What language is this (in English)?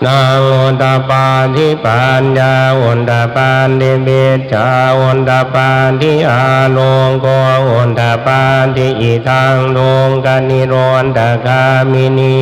Pali